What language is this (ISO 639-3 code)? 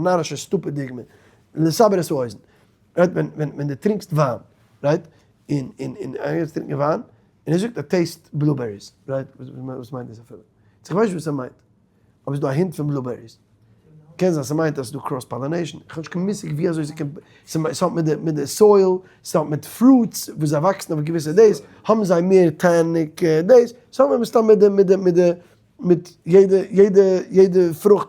yid